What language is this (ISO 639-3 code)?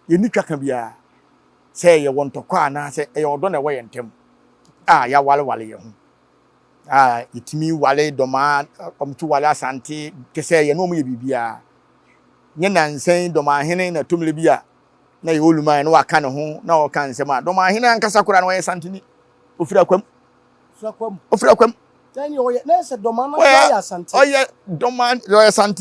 aka